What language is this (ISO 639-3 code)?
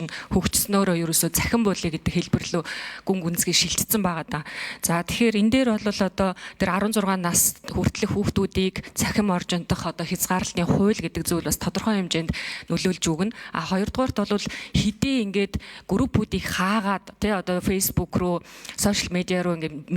mon